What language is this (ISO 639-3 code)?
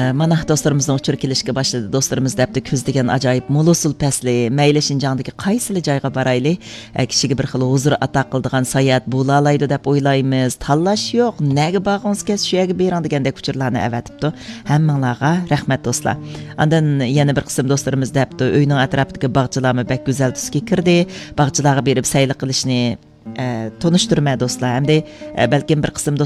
uig